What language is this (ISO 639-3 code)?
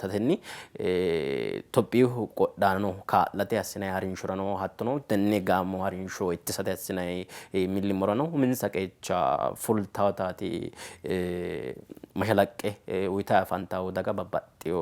sid